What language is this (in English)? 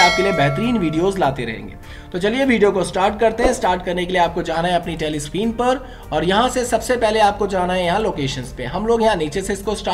Hindi